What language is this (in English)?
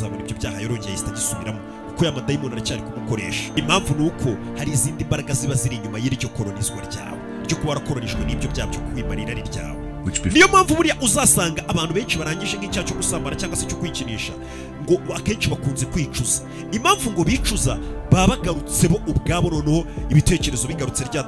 Kinyarwanda